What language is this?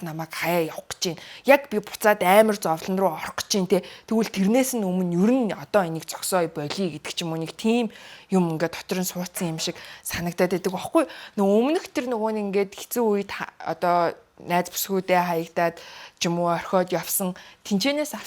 Mongolian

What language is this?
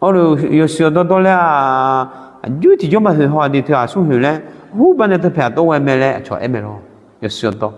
Akha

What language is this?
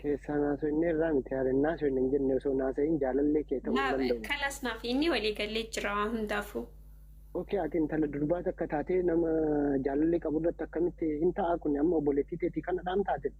Oromo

